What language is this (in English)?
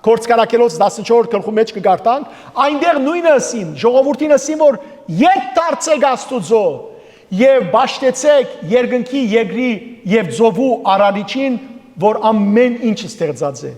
Western Armenian